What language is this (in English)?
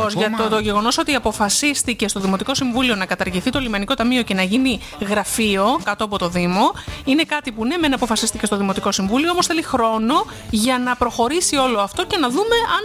Greek